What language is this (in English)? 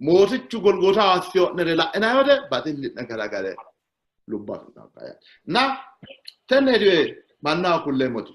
Sidamo